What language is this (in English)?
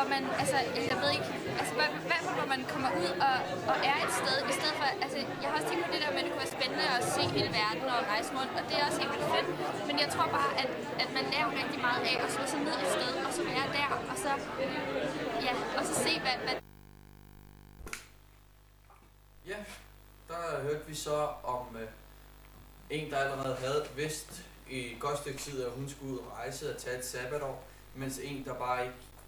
Danish